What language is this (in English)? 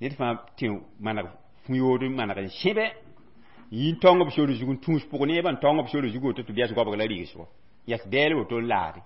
Mossi